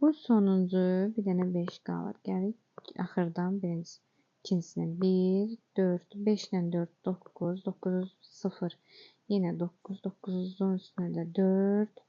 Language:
Azerbaijani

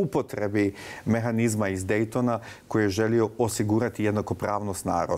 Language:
Bosnian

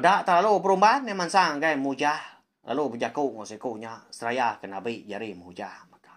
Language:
Iban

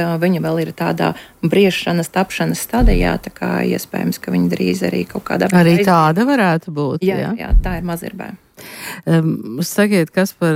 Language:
Latvian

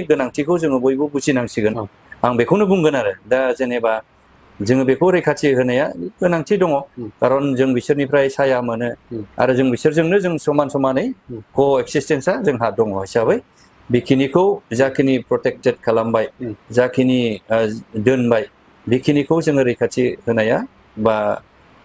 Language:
Bodo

